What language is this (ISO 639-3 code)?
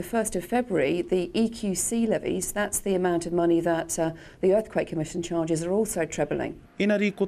mri